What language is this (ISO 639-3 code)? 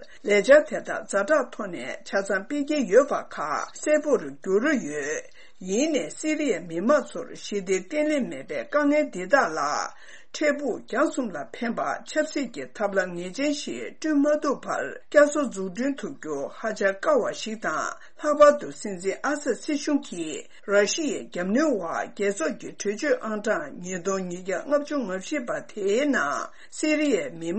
bod